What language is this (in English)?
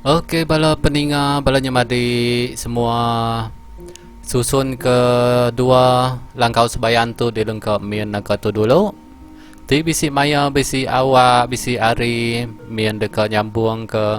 Iban